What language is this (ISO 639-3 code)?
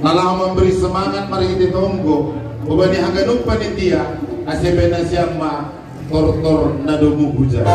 bts